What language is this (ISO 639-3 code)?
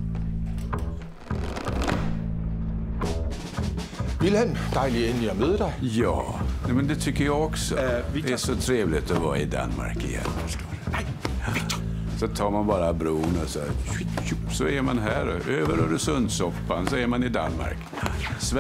dan